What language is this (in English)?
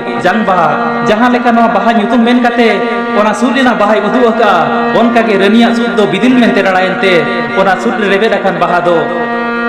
Santali